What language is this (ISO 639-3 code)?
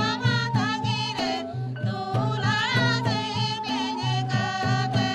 sat